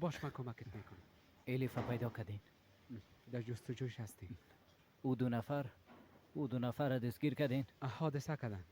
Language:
Persian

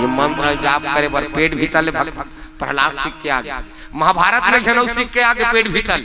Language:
Chhattisgarhi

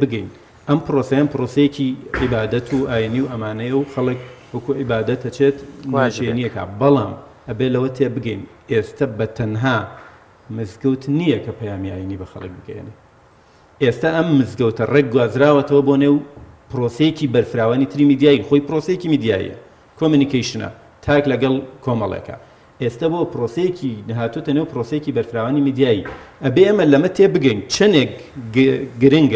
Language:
Central Kurdish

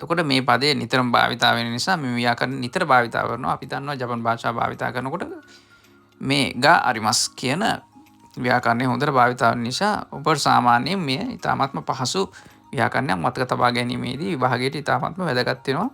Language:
Sinhala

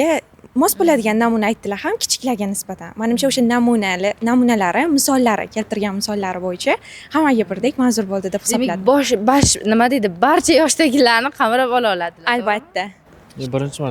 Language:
Uzbek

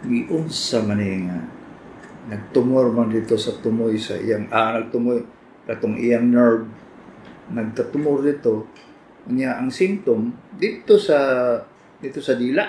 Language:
Cebuano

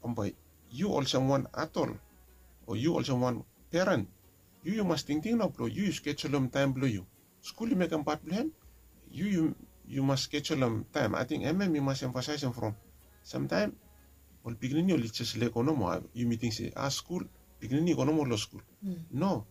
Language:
Bislama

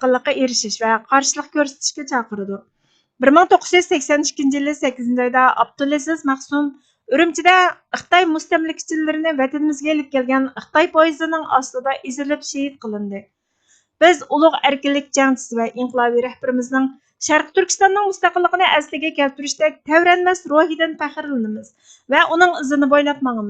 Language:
Uyghur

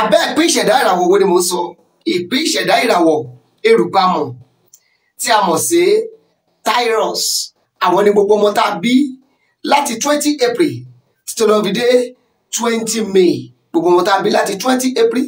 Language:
Yoruba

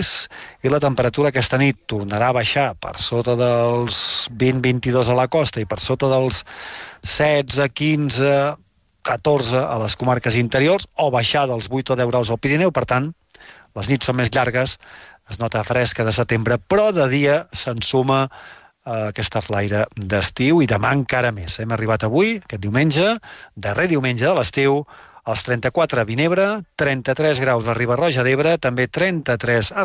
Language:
Catalan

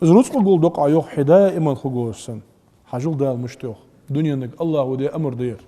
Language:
Ingush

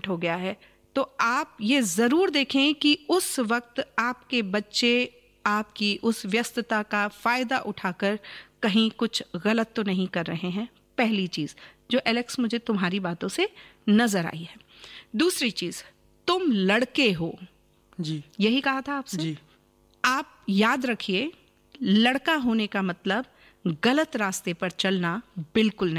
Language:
Hindi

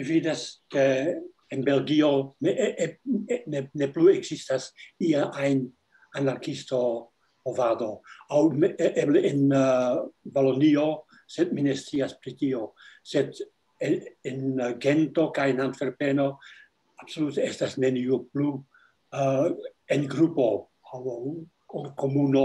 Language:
Esperanto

